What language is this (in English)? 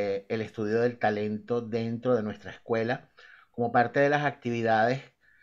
Spanish